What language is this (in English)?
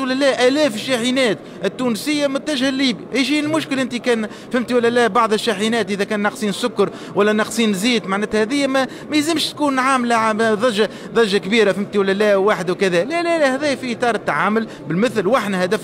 Tunisian Arabic